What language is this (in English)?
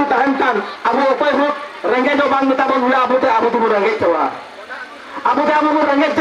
Santali